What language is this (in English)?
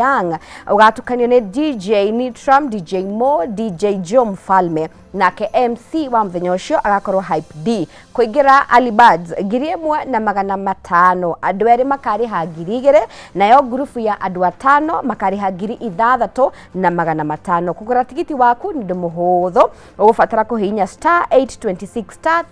Kikuyu